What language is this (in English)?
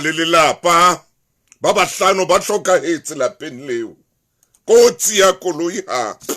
Southern Sotho